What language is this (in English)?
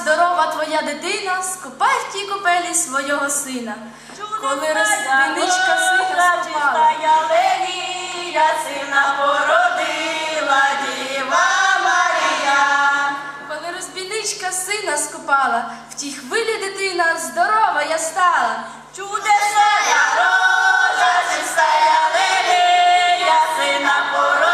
Ukrainian